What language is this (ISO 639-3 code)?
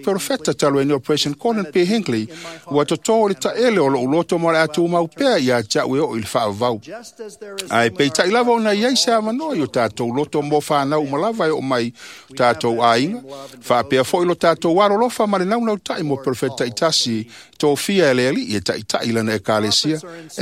smo